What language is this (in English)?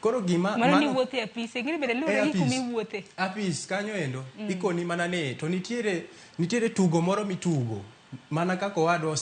Luo (Kenya and Tanzania)